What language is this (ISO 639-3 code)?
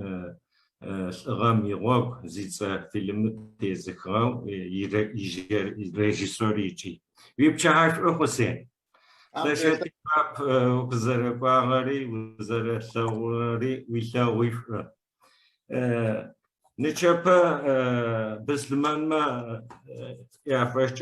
ady